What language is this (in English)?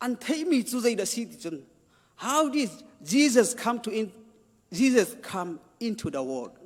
Hakha Chin